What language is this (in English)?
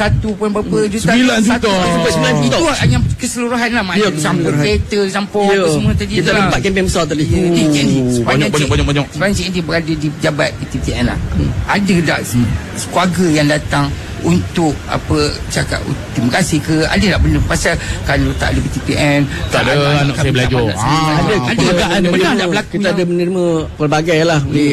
Malay